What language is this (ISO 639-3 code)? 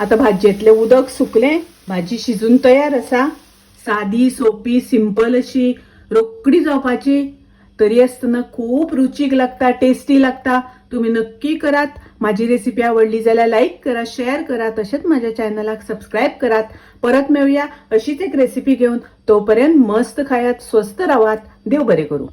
kok